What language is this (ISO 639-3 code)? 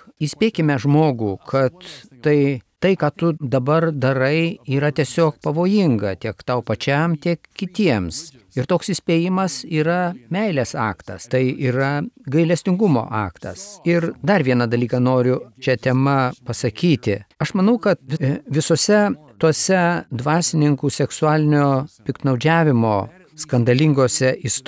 lit